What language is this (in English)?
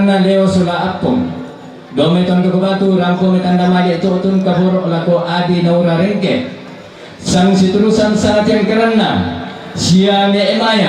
Toraja-Sa'dan